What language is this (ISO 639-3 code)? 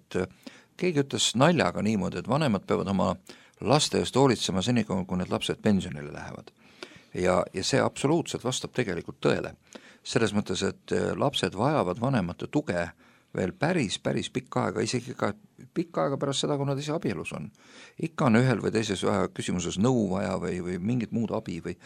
est